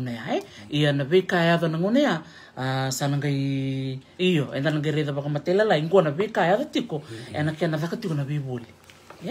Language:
Fijian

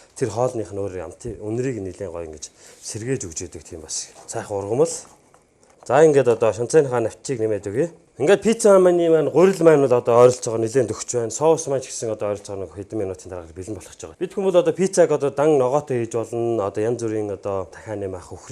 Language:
Mongolian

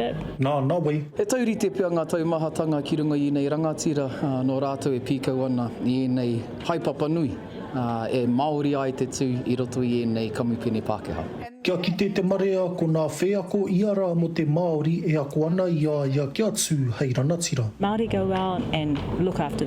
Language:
Māori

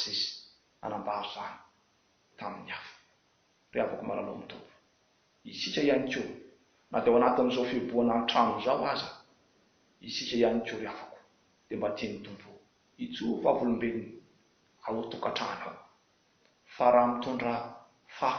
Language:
Malagasy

